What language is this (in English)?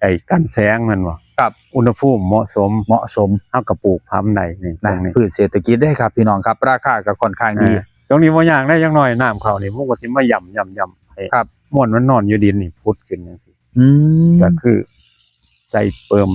Northeastern Thai